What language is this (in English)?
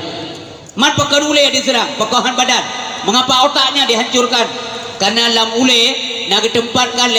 Achinese